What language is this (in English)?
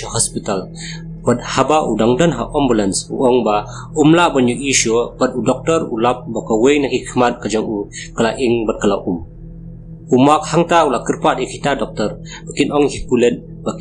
Khasi